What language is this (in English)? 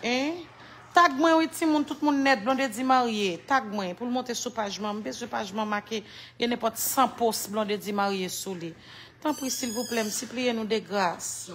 Haitian Creole